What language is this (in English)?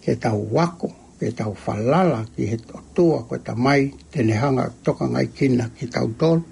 Tongan